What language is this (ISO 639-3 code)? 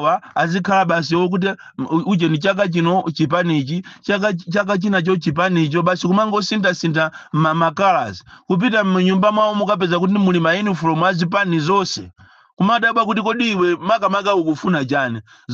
nya